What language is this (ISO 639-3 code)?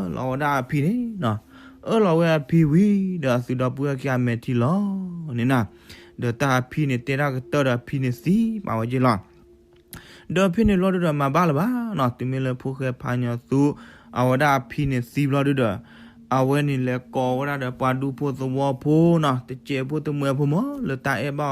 ksw